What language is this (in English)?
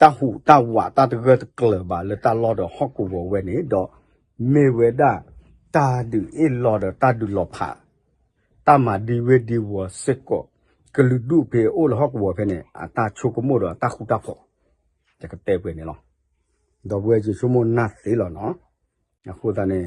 S'gaw Karen